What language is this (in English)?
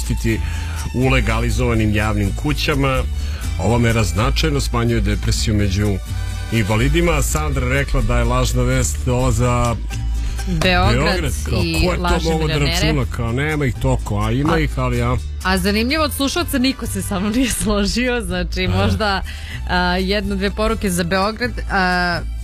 Serbian